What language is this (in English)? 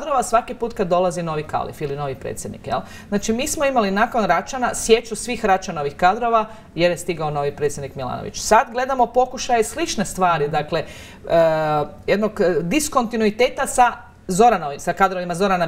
Croatian